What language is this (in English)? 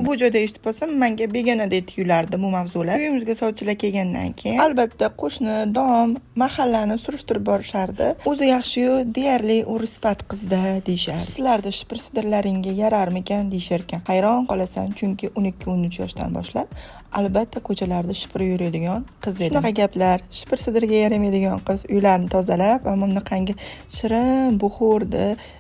Uzbek